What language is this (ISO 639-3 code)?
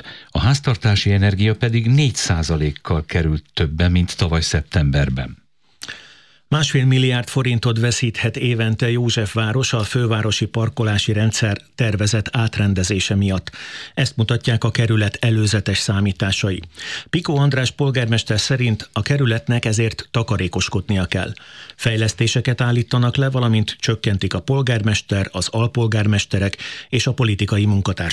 hun